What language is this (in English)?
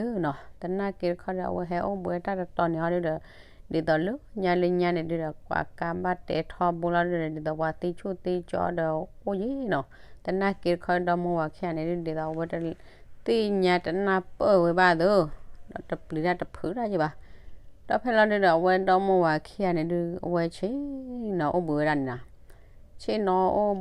S'gaw Karen